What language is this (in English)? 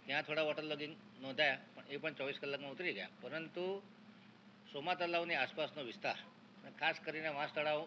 Gujarati